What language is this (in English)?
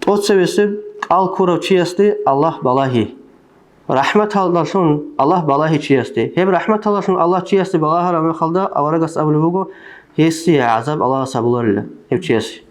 Avaric